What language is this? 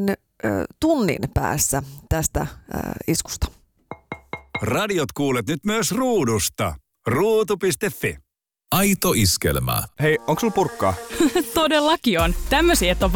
Finnish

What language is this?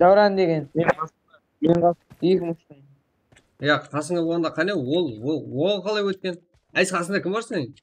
Kara-Kalpak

